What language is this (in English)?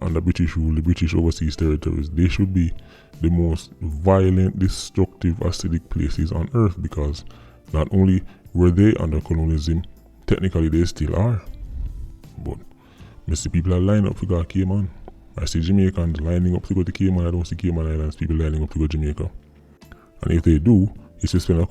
Jamaican Creole English